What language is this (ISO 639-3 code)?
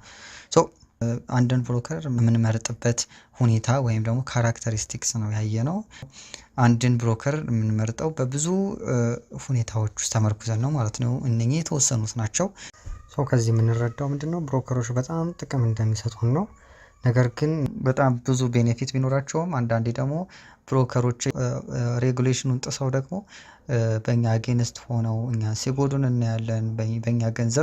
amh